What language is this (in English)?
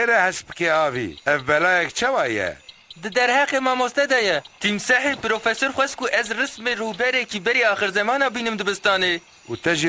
Kurdish